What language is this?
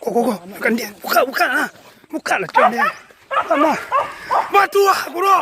Minangkabau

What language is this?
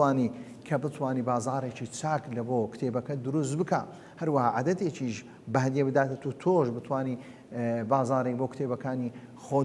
Central Kurdish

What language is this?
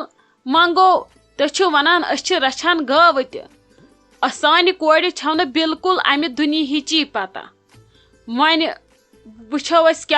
Kashmiri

